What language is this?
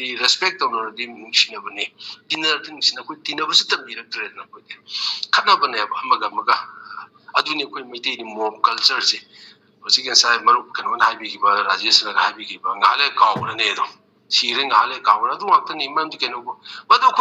Manipuri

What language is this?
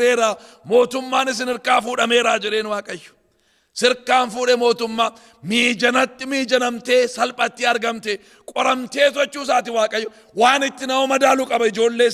Oromo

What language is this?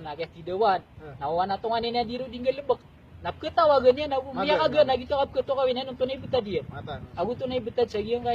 Maranao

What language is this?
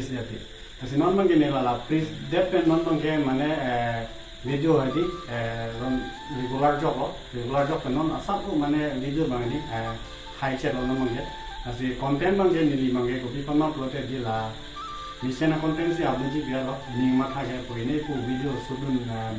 Karbi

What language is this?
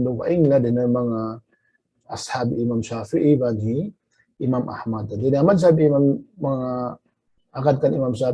Tausug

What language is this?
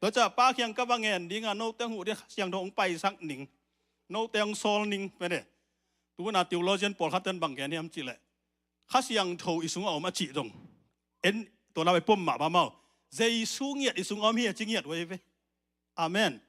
Tedim Chin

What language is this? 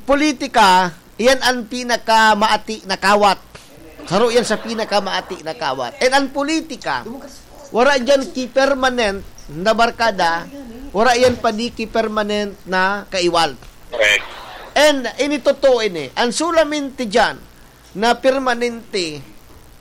Bikol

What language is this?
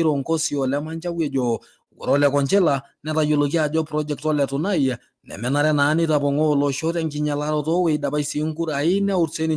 Masai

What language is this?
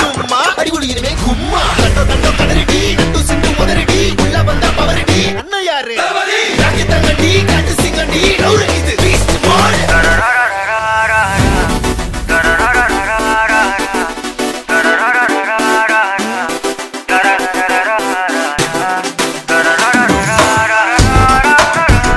Tamil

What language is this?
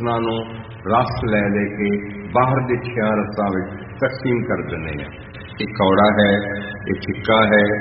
Punjabi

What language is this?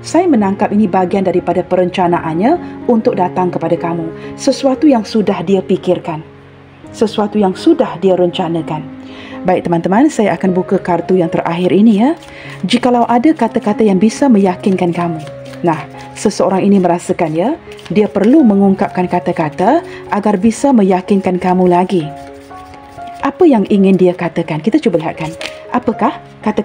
Malay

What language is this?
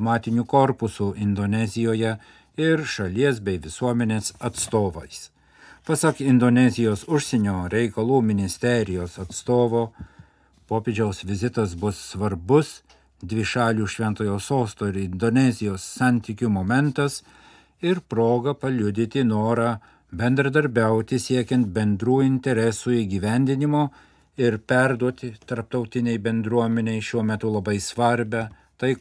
Lithuanian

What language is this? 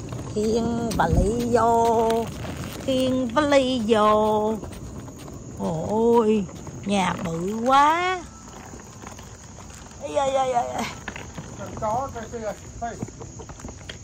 Vietnamese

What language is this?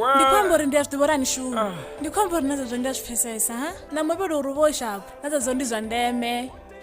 Venda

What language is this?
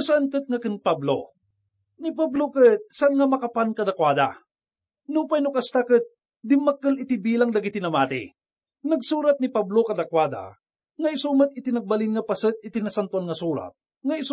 Iloko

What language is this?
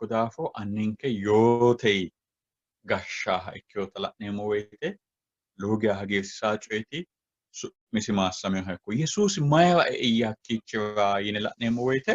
Sidamo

